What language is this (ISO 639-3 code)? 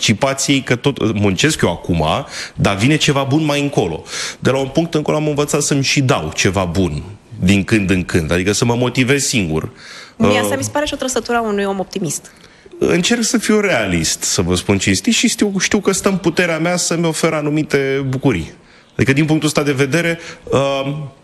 ron